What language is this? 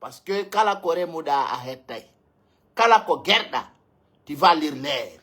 Pular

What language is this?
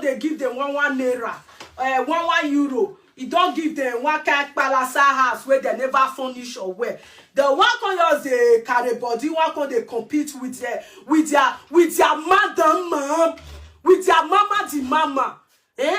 Nigerian Pidgin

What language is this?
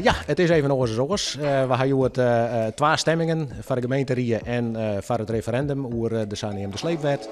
Western Frisian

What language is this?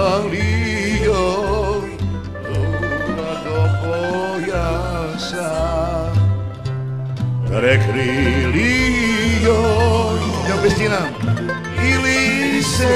Serbian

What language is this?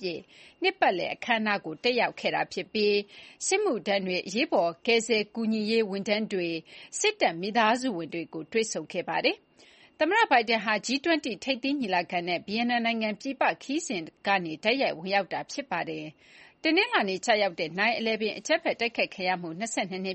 Burmese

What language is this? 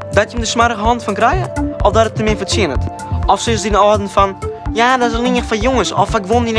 Western Frisian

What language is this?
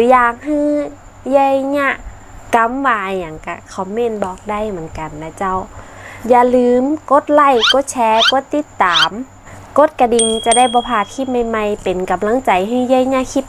Northern Thai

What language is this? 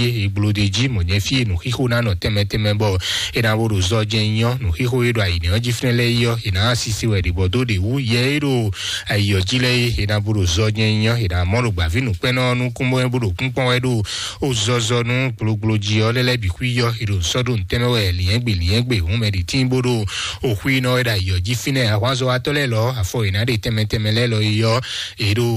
Fon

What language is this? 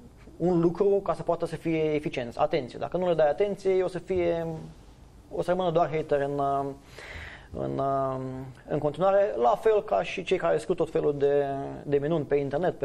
Romanian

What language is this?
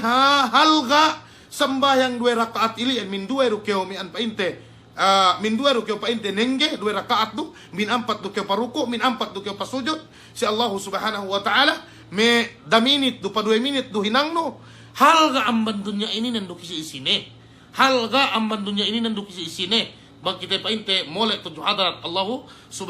Yakan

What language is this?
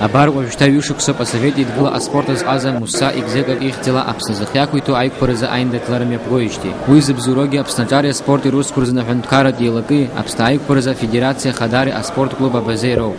Abkhazian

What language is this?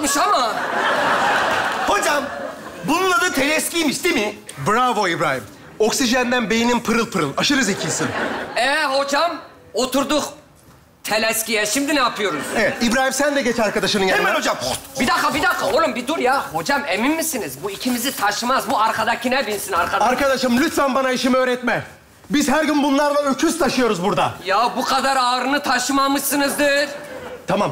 Turkish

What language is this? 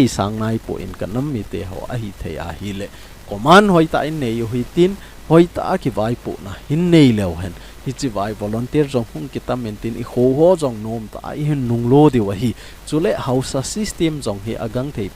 Thado Chin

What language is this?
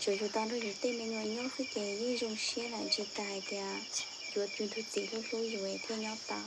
Hmong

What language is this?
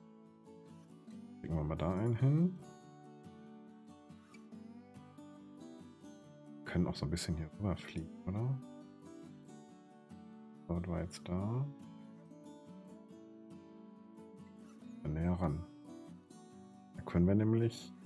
German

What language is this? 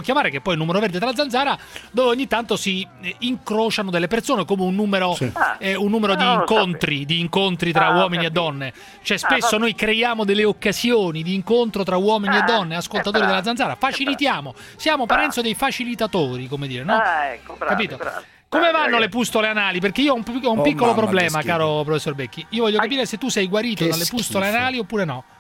Italian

